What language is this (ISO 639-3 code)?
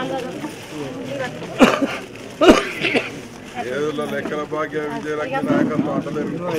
tel